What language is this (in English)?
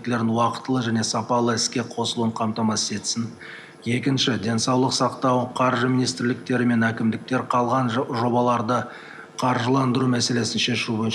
Kazakh